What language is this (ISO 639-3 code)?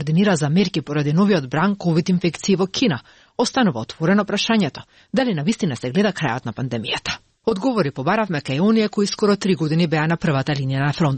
mkd